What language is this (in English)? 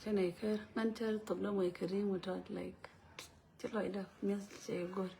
Nuer